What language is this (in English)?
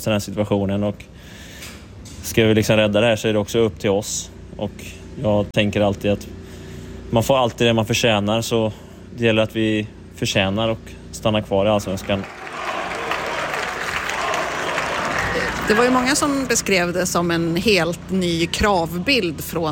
Swedish